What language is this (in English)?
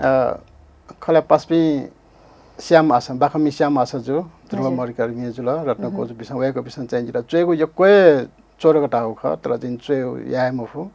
Newari